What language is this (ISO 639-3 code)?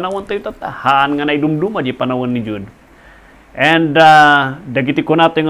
ilo